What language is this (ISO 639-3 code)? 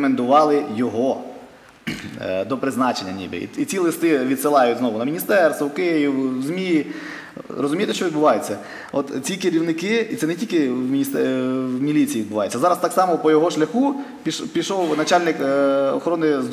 ukr